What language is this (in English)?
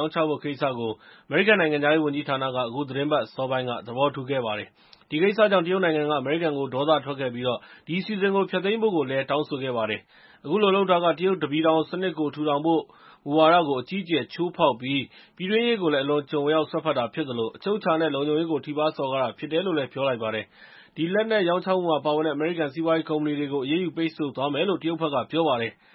Burmese